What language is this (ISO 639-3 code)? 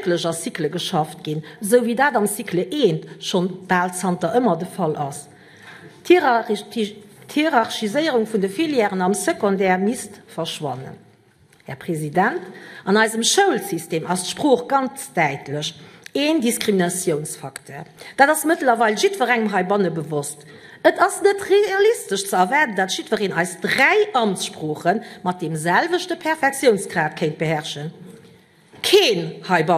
ltz